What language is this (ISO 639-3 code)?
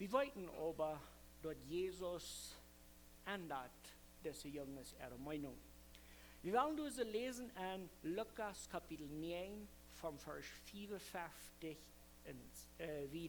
pdt